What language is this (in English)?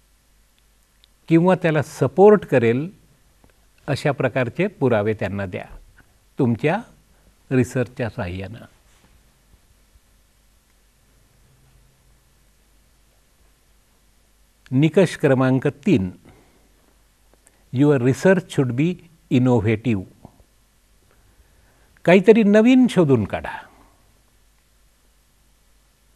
Marathi